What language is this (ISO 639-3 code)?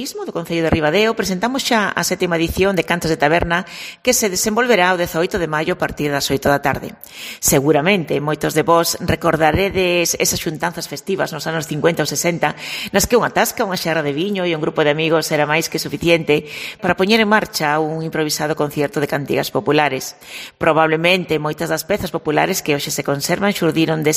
glg